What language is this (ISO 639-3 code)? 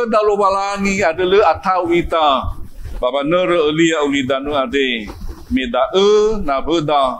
nia